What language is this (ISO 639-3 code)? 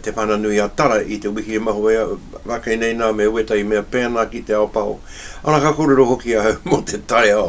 mri